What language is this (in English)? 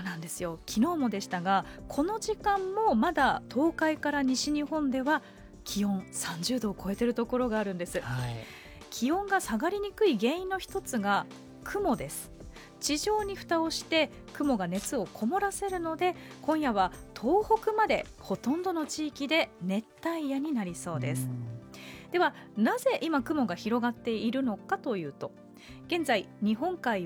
Japanese